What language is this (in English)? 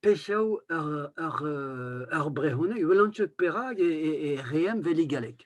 Breton